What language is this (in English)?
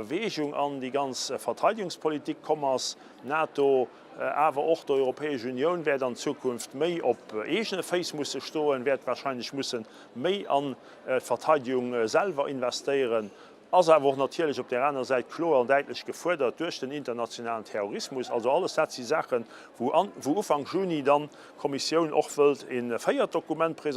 Luxembourgish